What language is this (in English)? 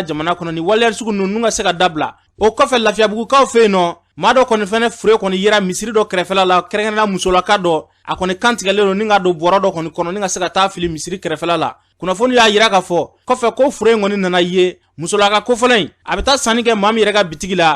Bambara